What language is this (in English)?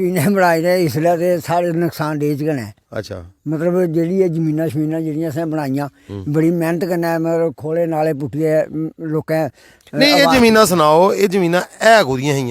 Dogri